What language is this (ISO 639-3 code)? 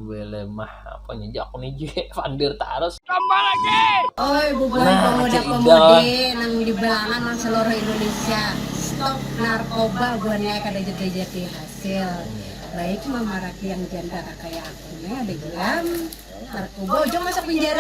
bjn